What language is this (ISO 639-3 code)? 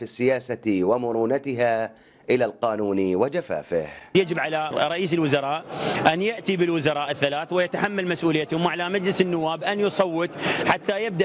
ara